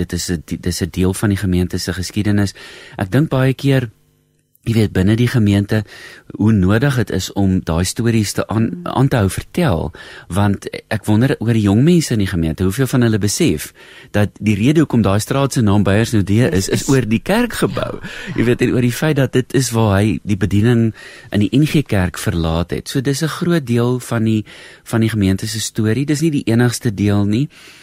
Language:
Afrikaans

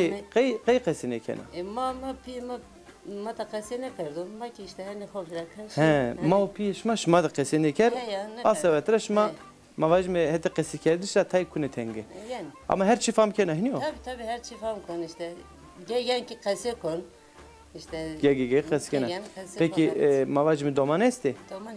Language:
Zaza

